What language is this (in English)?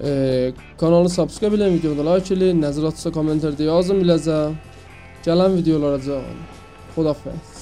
South Azerbaijani